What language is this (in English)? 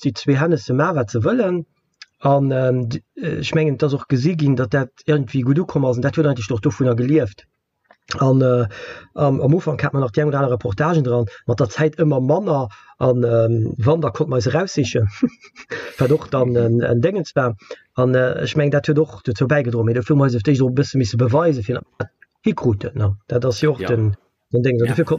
Luxembourgish